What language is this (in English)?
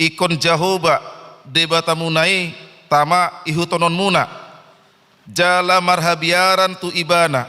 Batak Toba